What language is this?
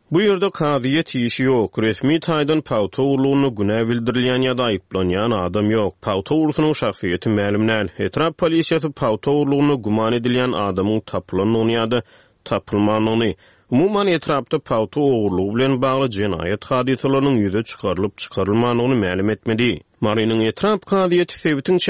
Turkmen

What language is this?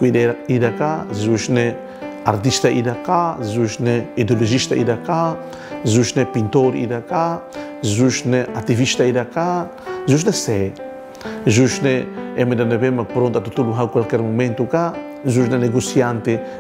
Tetum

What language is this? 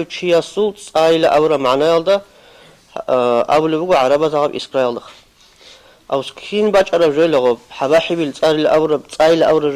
Avaric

